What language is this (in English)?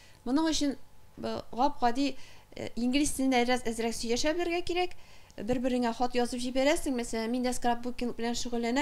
Tatar